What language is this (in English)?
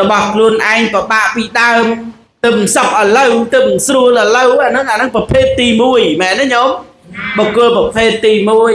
Khmer